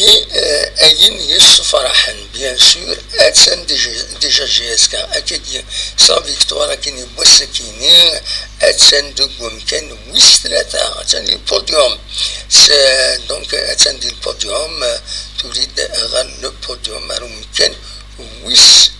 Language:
Kabyle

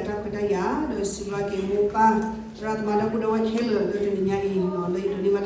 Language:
S'gaw Karen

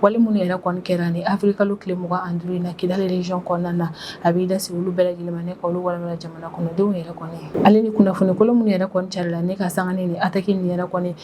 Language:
Bambara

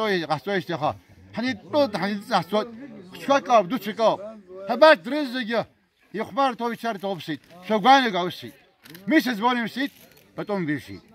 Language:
Abkhazian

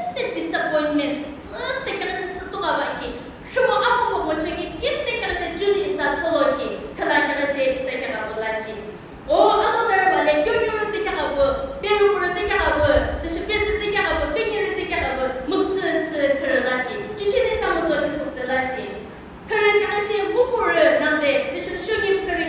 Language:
Yimchungru Naga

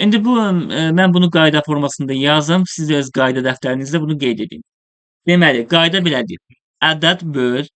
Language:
Azerbaijani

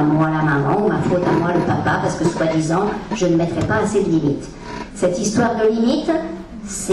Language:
French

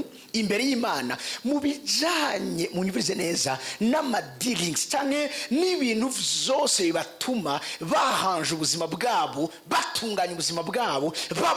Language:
Rundi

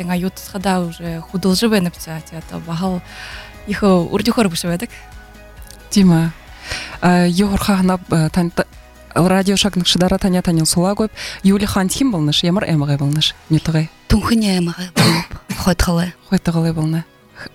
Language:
Buriat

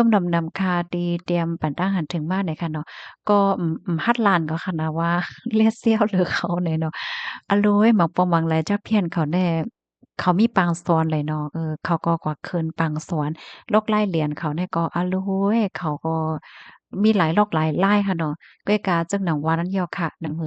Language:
Shan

